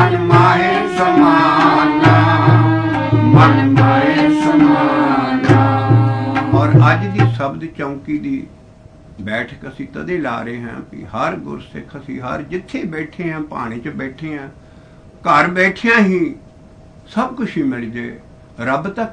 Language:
Punjabi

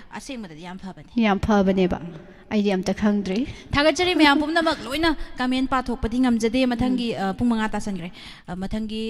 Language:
Manipuri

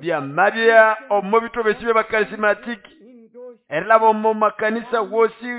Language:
Nande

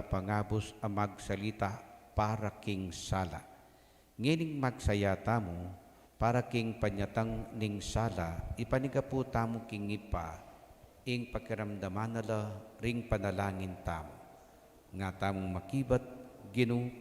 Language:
Pampanga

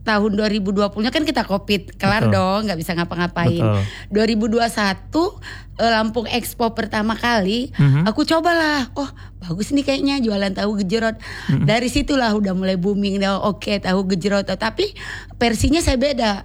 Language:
Indonesian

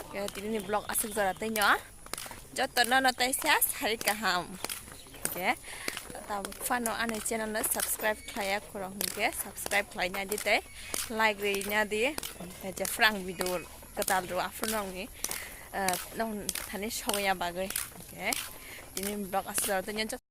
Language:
Kok Borok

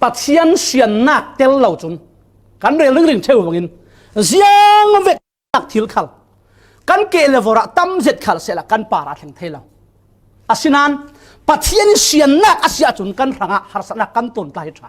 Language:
Falam Chin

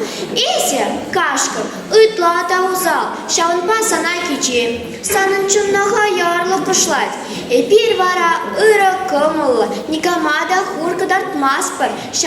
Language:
Chuvash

